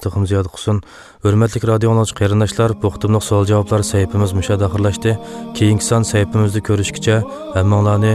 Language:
Uyghur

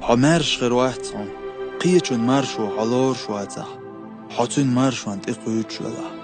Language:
Chechen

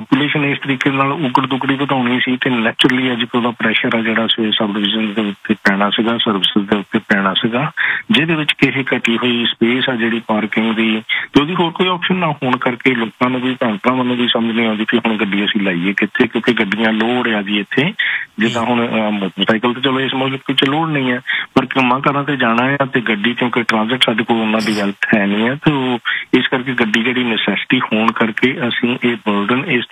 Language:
Punjabi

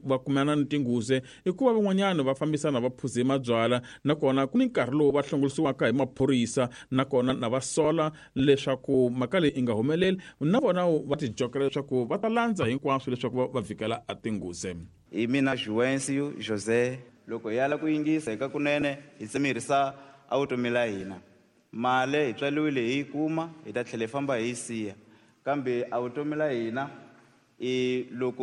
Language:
Tsonga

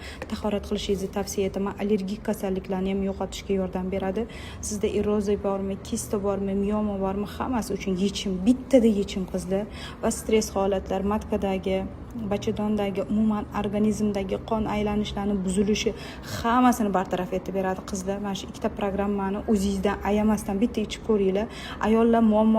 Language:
Uzbek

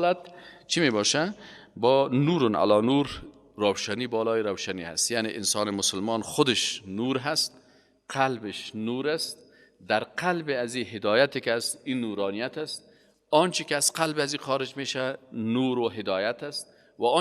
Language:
Persian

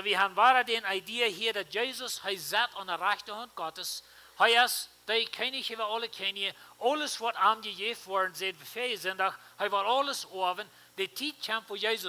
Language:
Plautdietsch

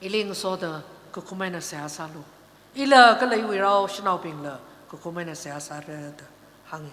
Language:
Tangkhul Naga (India)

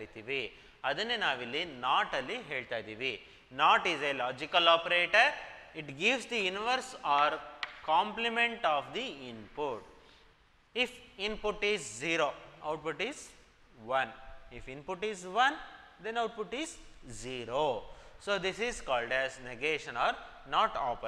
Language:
Kannada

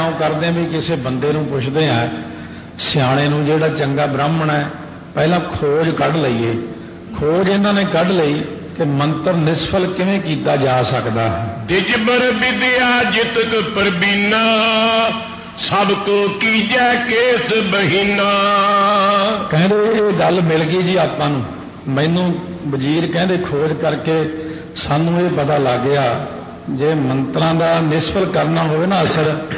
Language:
Punjabi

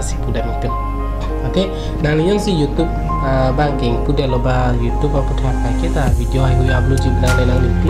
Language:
Karbi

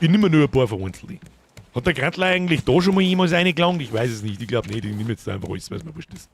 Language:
Bavarian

